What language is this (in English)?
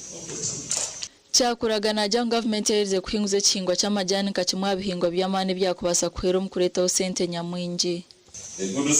Nyankole